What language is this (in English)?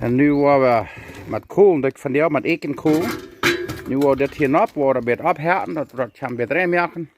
Plautdietsch